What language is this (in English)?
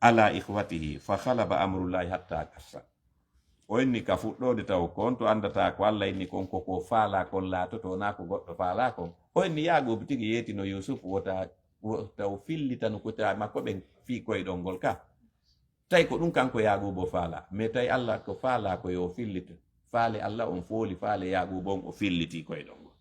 Fula